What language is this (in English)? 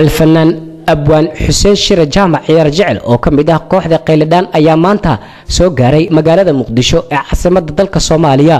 Somali